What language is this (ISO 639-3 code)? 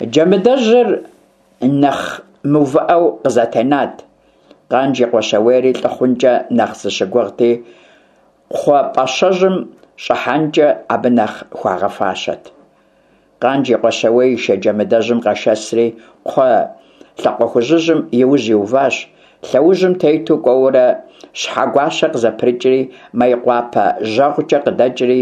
kbd